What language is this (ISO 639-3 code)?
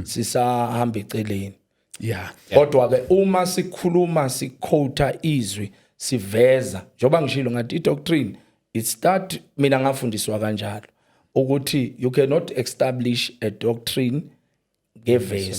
zul